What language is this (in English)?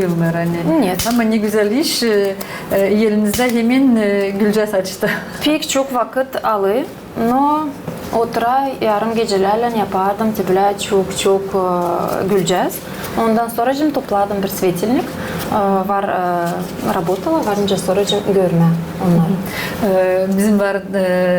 Gagauz